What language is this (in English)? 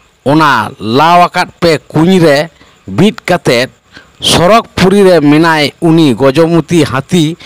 Santali